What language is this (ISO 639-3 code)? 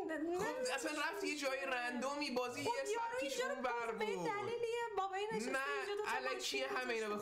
fas